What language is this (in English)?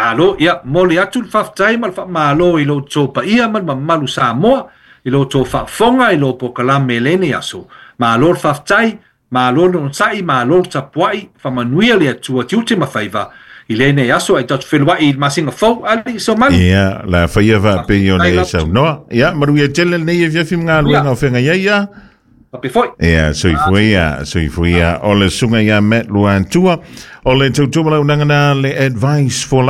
Samoan